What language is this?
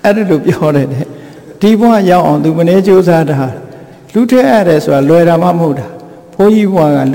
Burmese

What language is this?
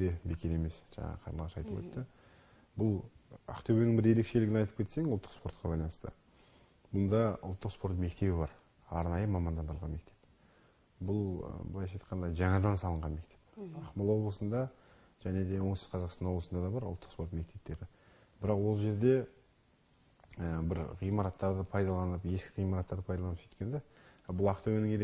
Kazakh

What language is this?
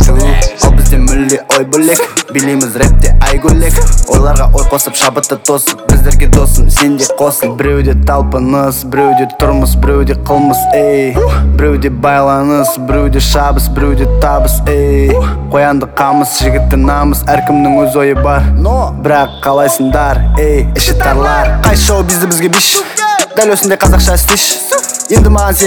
Kazakh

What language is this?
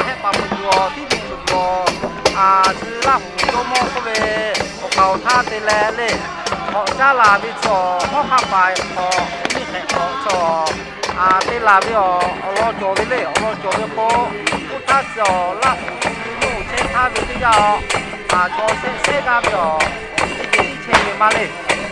Lahu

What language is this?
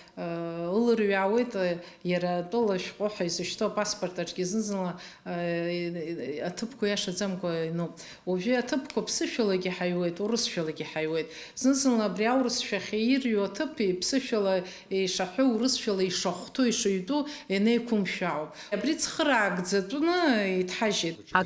Abkhazian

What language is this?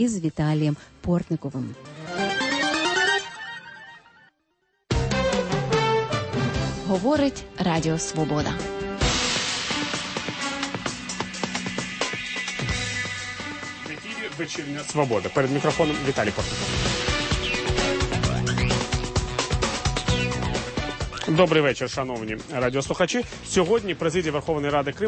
Ukrainian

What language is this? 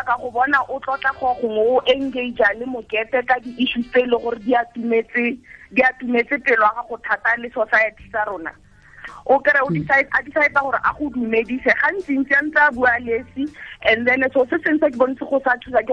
Tswana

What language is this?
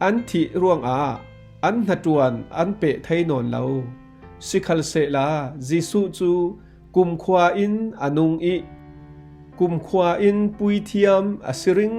Falam Chin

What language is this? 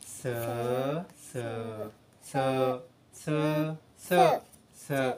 Shan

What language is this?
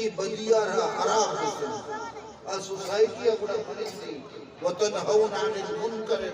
Eastern Balochi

